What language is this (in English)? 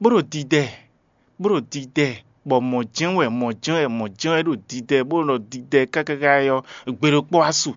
Fon